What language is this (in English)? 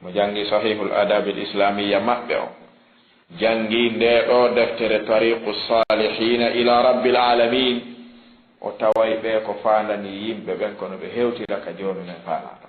Fula